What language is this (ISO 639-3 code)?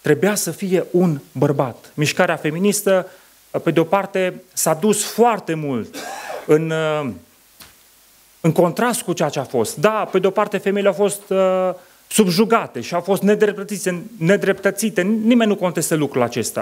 ron